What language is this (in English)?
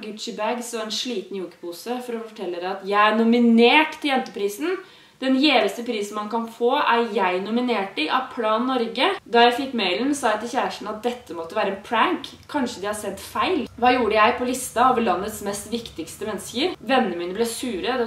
Norwegian